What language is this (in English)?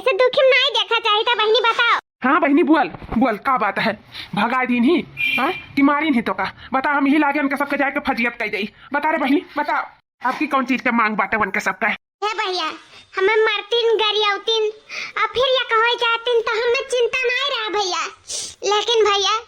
Awadhi